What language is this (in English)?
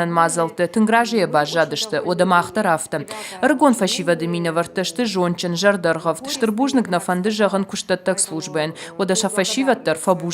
Ossetic